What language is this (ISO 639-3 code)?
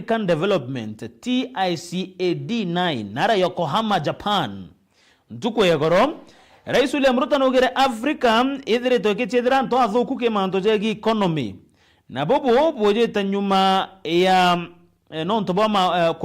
mer